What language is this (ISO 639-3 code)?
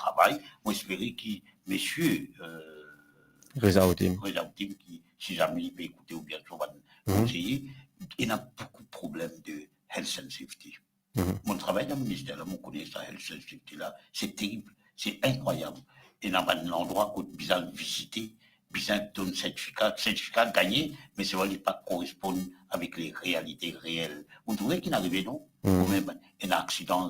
mfe